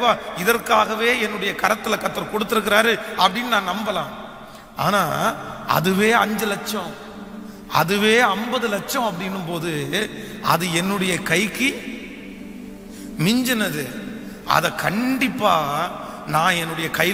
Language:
Tamil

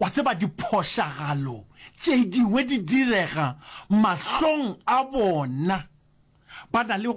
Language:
Northern Sotho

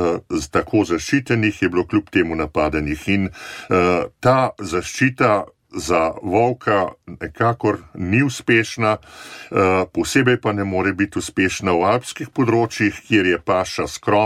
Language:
Slovenian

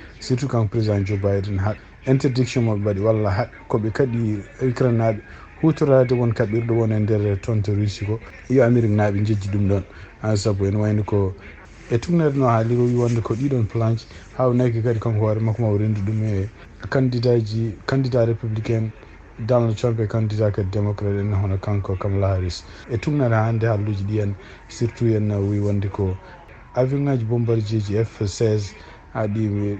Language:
Fula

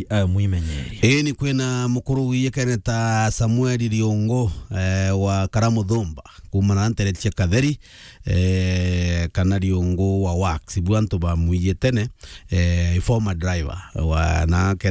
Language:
Meru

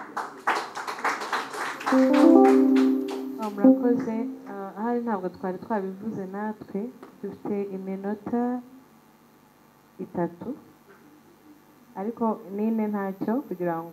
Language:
Kinyarwanda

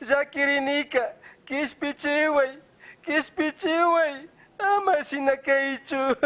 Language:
Chimborazo Highland Quichua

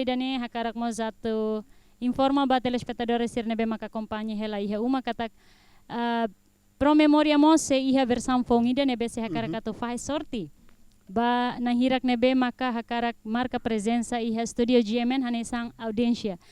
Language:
Tetum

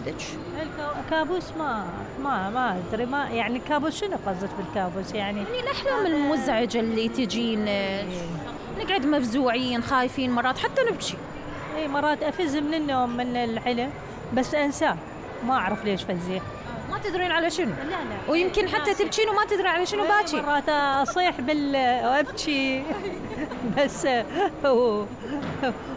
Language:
Mesopotamian Arabic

